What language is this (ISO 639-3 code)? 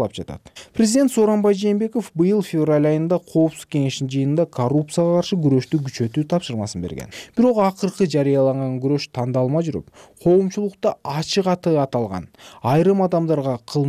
kir